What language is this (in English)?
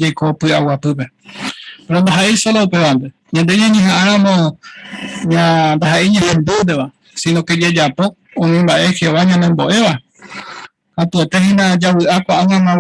Guarani